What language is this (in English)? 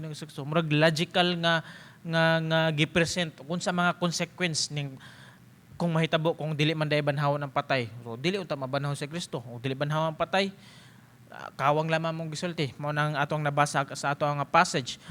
Cebuano